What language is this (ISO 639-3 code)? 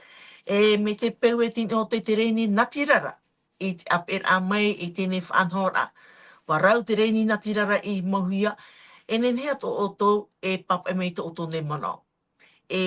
tah